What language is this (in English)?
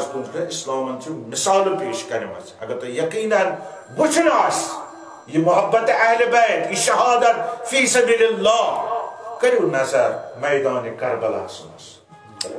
Kashmiri